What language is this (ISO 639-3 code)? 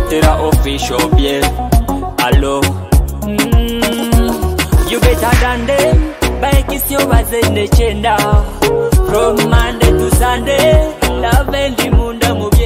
nyo